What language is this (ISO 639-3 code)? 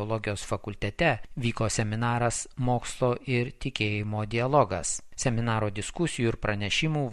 lit